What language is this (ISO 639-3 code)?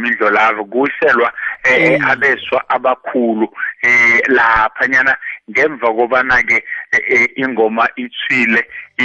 nbl